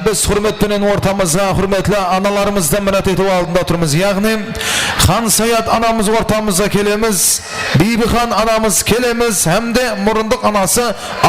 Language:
Kara-Kalpak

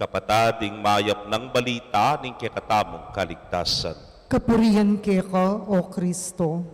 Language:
Pampanga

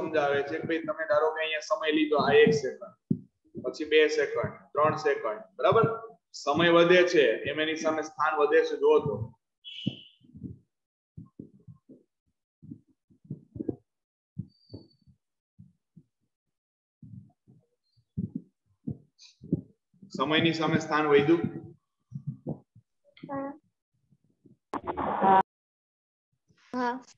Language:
Gujarati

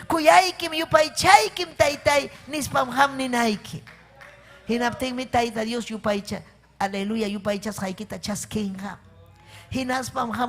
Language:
Ayacucho Quechua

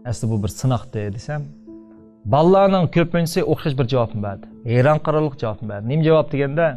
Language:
Uyghur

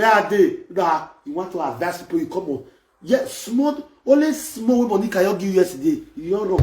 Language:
Nigerian Pidgin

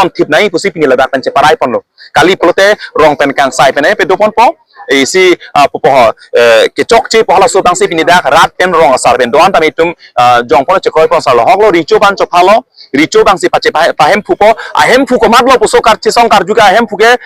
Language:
Karbi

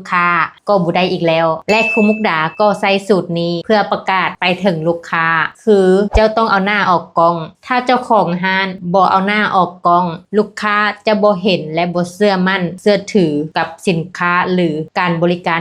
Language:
Lao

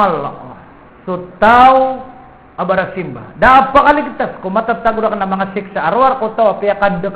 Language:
Maranao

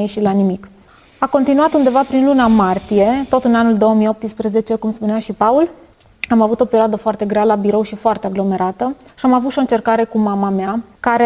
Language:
Romanian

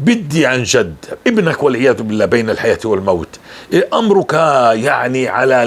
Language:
North Levantine Arabic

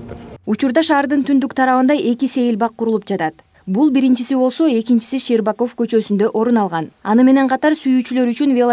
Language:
Kyrgyz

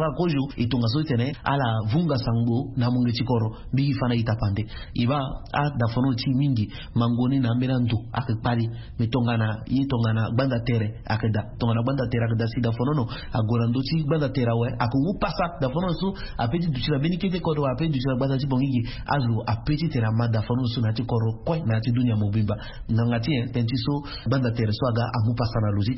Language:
Sango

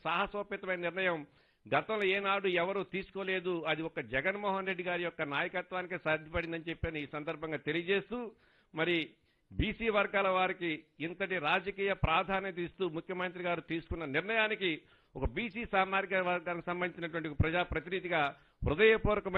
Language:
Telugu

